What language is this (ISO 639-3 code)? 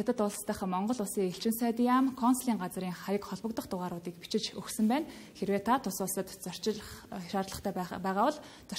mon